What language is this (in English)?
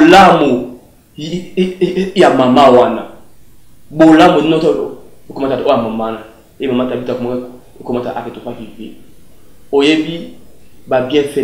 Lingala